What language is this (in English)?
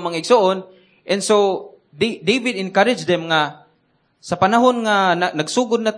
Cebuano